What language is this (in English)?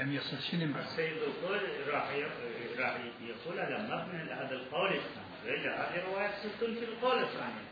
Mesopotamian Arabic